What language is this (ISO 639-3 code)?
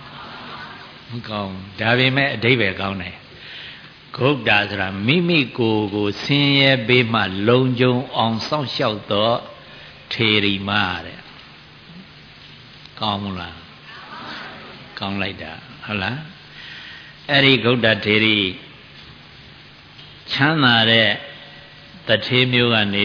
mya